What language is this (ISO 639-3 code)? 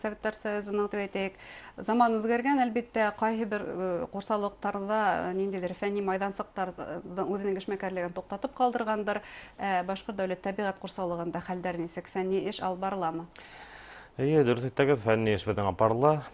bak